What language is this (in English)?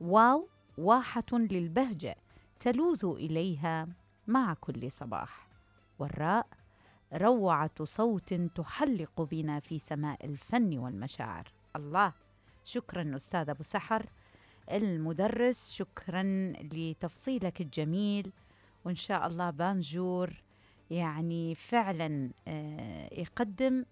Mesopotamian Arabic